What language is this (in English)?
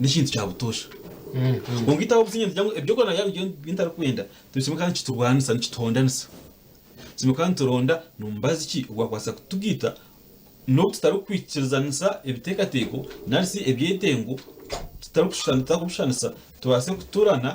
Nyankole